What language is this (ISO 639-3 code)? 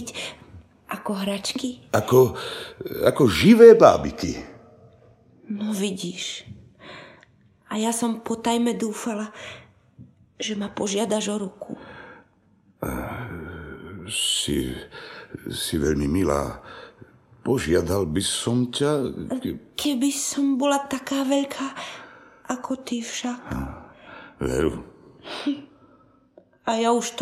slk